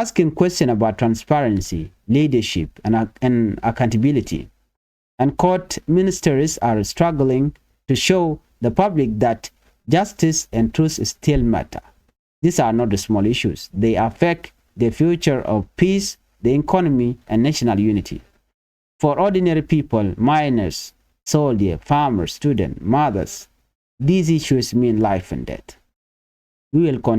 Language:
Nuer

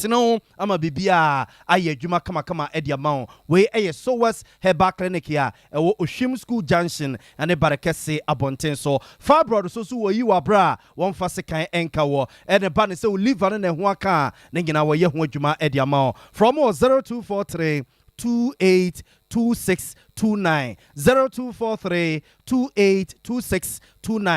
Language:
Akan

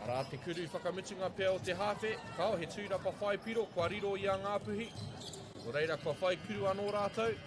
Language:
Māori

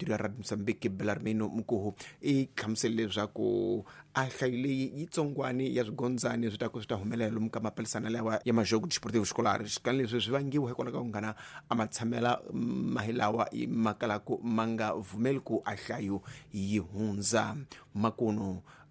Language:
Tsonga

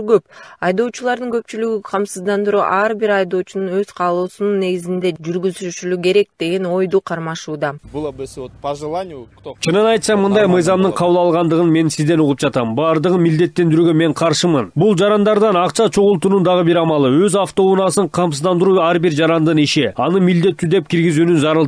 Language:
Kyrgyz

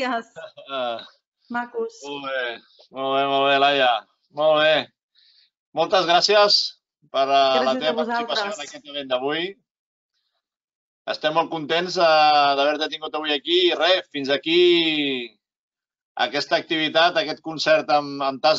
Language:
Catalan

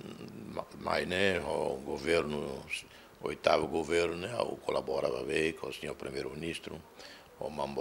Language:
Tetum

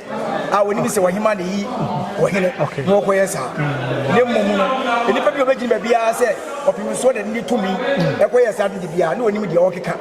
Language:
Akan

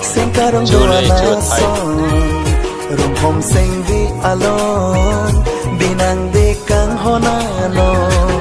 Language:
Karbi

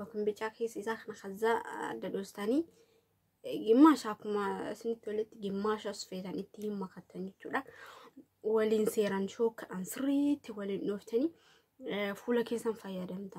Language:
Oromo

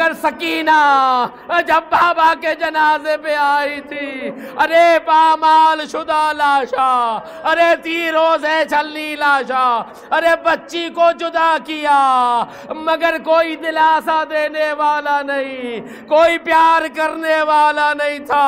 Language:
Urdu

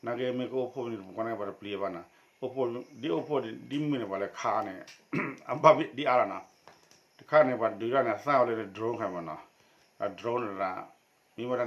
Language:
S'gaw Karen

